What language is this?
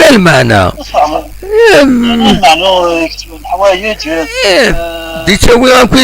Kabyle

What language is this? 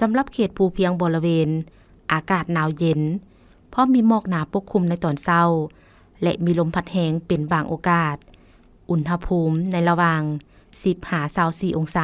Lao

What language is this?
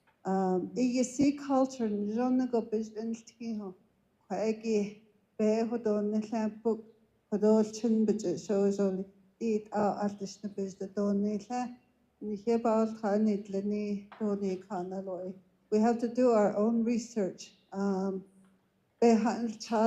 Navajo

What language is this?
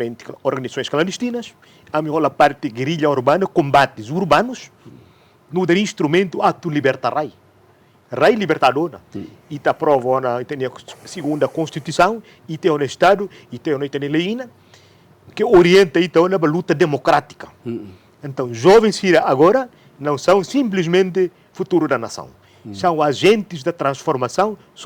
Tetum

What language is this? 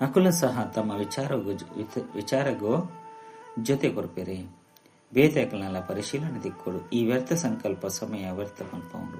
Tulu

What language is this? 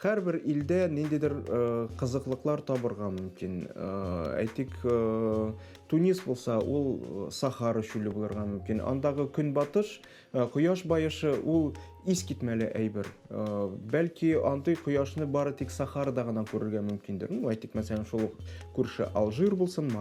Tatar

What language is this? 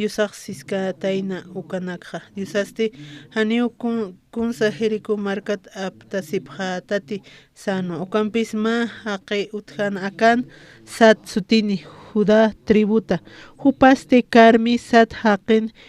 Aymara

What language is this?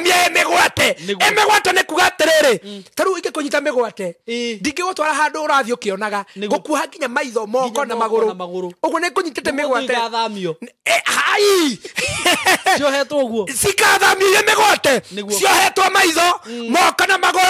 Kikuyu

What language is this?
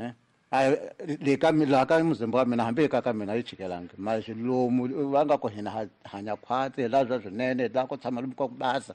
Tsonga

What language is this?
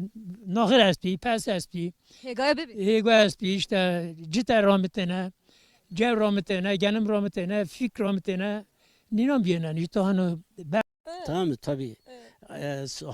Zaza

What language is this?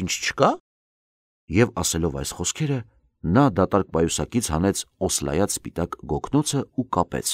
Armenian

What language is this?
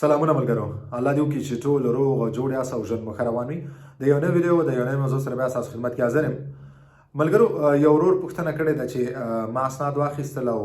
Pashto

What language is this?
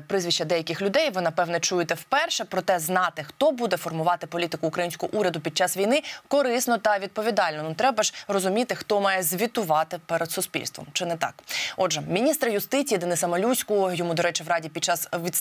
Ukrainian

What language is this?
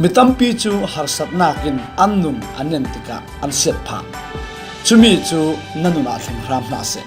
Falam Chin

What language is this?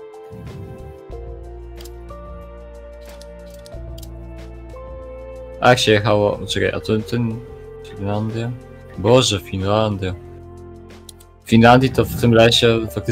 Polish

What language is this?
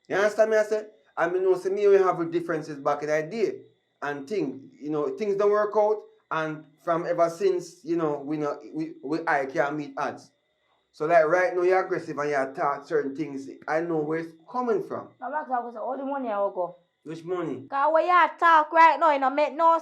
Jamaican Creole English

